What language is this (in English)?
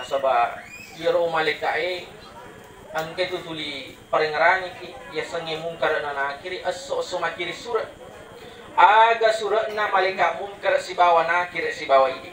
Buginese